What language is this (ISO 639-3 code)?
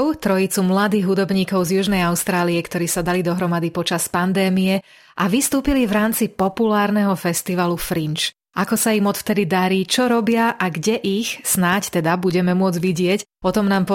slk